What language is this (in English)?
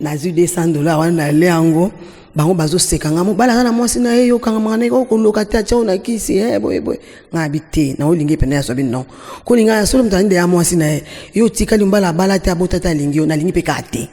Lingala